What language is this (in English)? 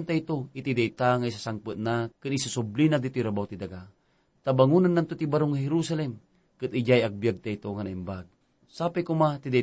Iloko